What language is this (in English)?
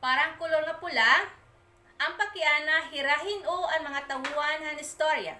Waray